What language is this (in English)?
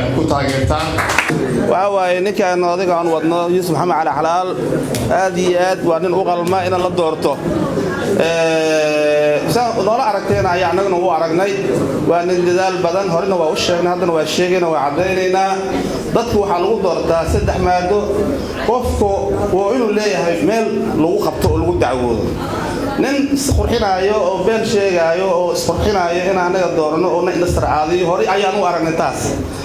Somali